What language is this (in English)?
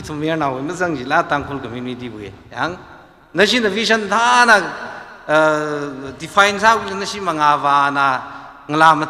Tangkhul Naga (India)